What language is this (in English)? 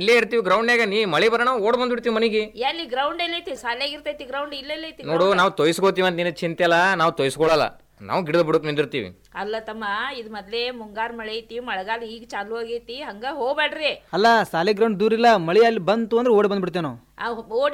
Kannada